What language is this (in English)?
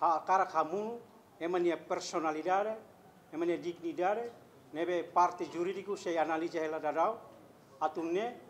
Tetum